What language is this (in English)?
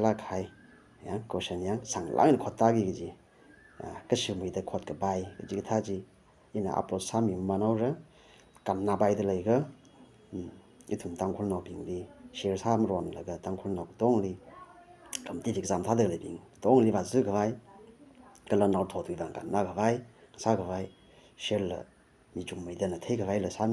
Tangkhul Naga (India)